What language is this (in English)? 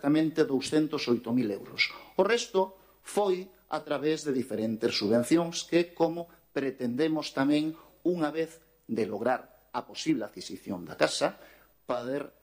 Galician